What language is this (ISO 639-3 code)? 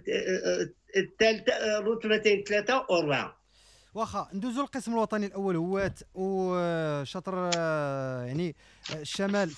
ary